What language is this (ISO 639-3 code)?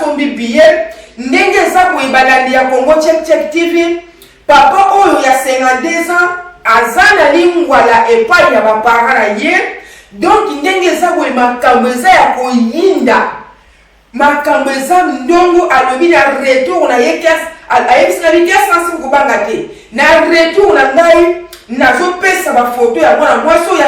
lin